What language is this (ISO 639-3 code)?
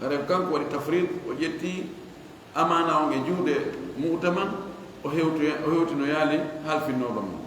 ful